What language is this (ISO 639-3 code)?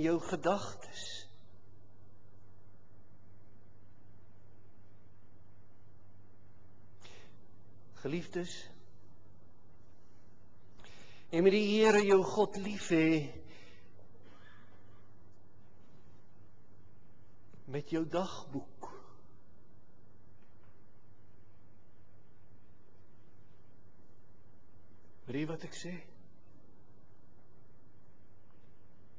afr